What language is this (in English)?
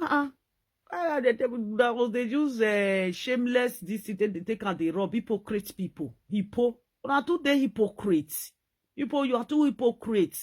Nigerian Pidgin